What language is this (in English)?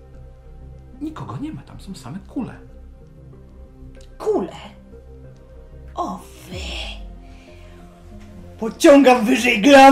Polish